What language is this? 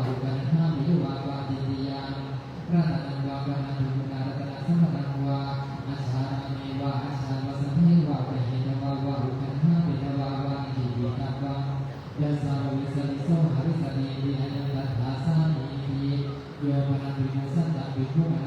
Pali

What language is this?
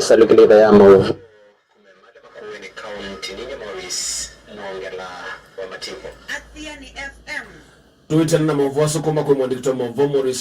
Kamba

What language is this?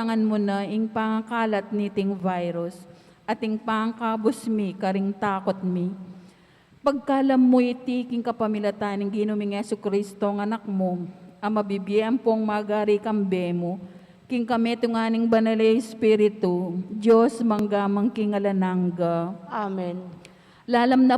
Pampanga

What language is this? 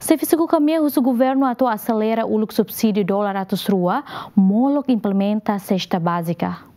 Tetum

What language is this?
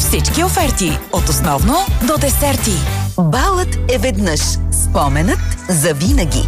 Bulgarian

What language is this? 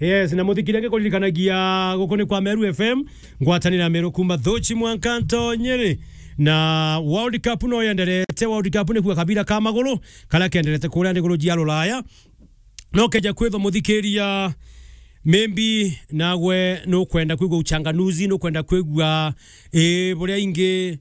Meru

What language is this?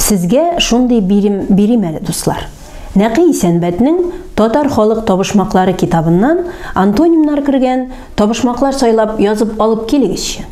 Tatar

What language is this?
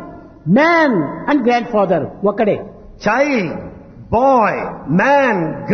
Telugu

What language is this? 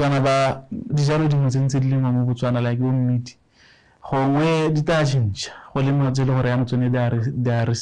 Tswana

